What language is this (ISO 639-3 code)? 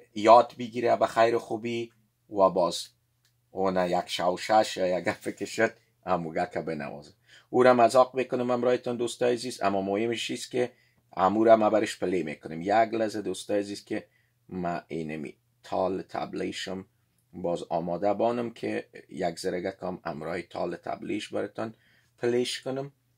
fas